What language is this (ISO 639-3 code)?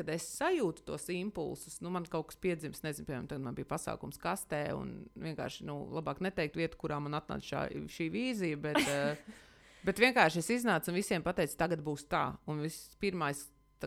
lav